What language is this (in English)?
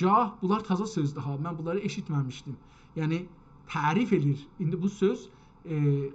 South Azerbaijani